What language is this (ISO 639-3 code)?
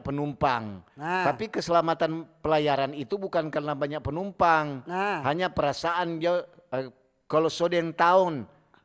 xmm